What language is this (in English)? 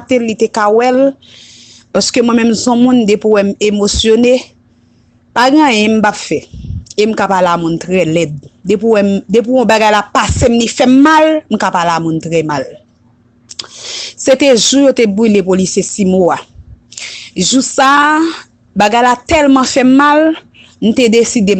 Haitian Creole